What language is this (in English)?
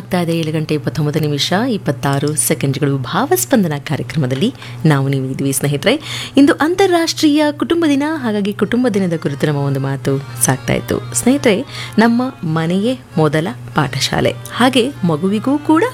Kannada